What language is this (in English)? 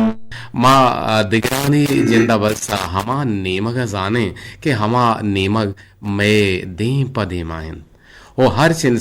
Eastern Balochi